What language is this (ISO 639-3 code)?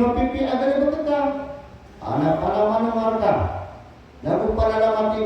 mrw